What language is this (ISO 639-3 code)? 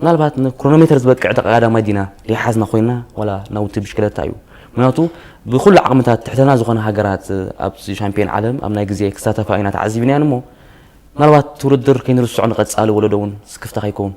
tir